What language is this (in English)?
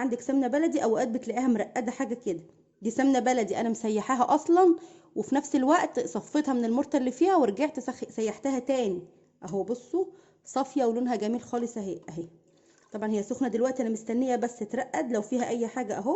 Egyptian Arabic